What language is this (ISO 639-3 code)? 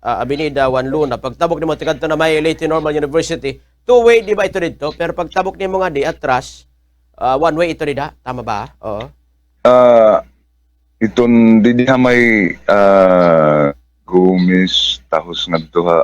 war